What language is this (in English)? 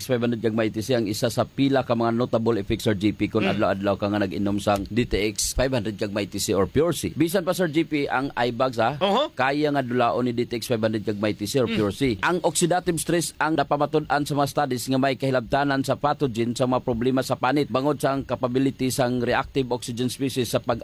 Hiligaynon